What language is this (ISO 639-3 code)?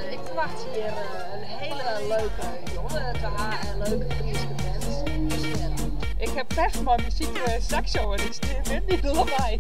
fry